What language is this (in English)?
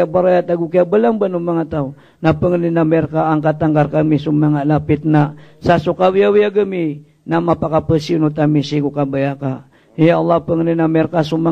Maranao